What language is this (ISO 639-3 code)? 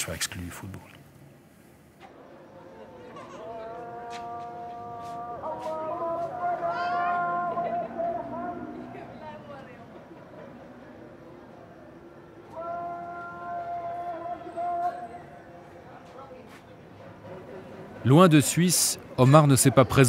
fra